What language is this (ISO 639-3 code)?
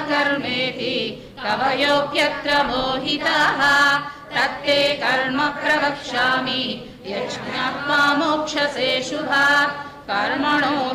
san